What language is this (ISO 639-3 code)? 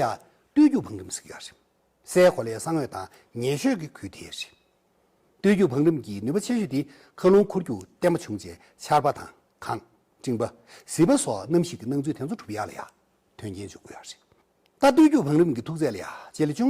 bod